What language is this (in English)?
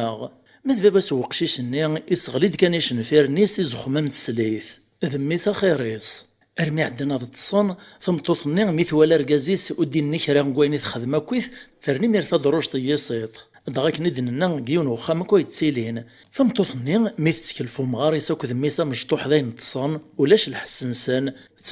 Kabyle